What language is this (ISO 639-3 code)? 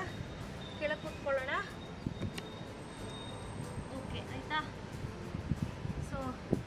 kan